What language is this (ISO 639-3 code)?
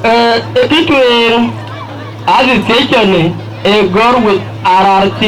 din